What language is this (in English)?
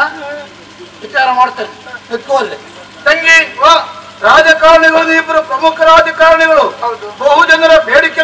Kannada